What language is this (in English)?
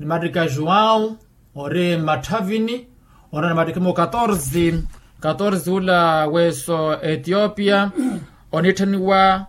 Makhuwa